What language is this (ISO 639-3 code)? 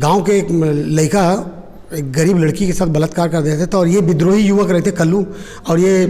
hne